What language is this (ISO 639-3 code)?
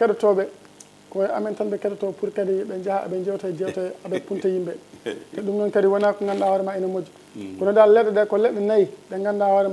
ful